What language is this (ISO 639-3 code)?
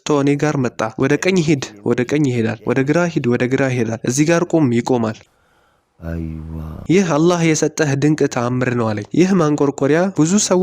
amh